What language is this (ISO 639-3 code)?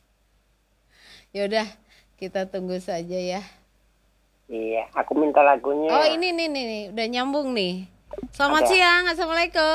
ind